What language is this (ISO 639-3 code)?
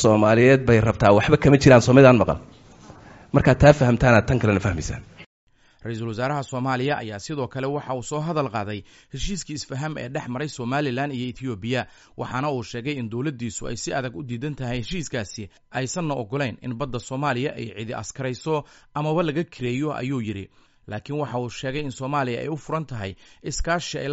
som